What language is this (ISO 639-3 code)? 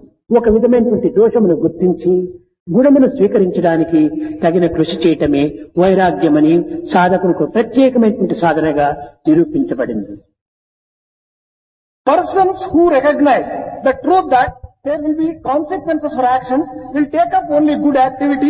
tel